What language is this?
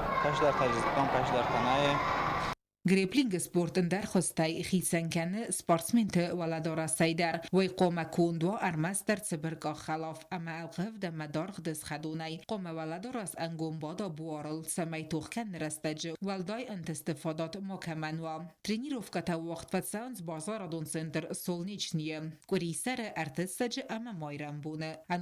Ossetic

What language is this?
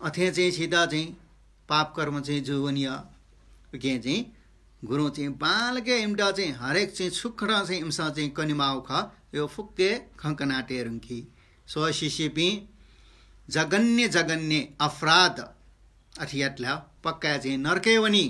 Newari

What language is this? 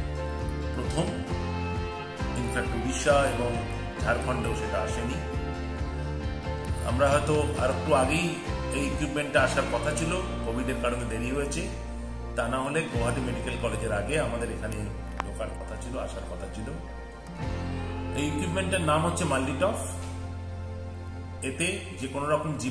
Bangla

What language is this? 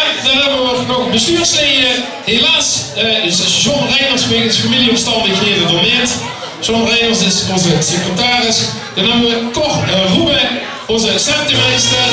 Limburgish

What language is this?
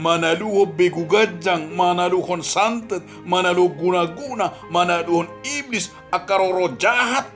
Batak Toba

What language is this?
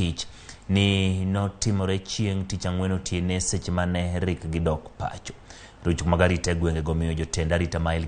Luo (Kenya and Tanzania)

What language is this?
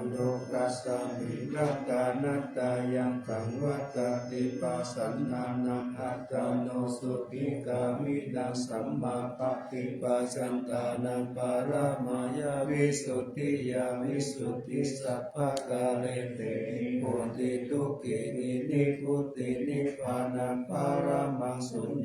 Pali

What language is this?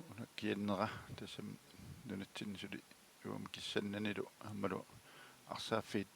Kalaallisut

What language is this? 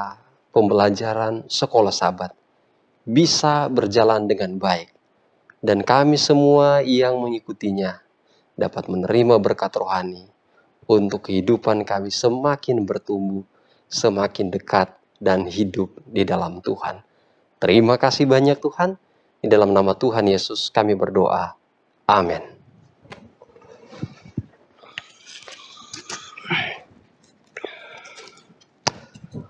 Indonesian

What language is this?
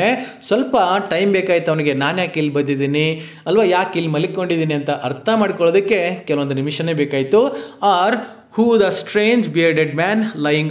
Kannada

